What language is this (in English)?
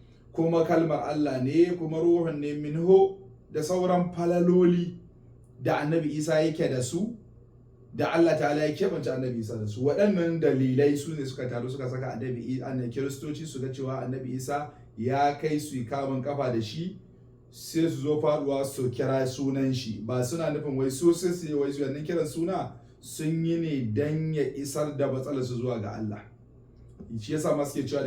Hausa